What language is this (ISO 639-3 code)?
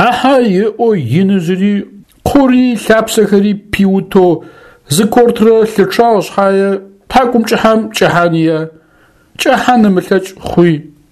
ady